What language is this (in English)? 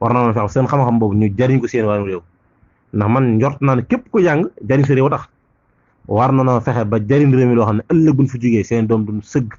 Wolof